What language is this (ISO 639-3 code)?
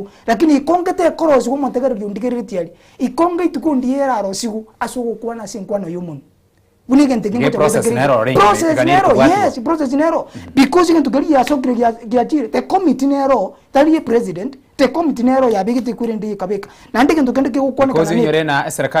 guz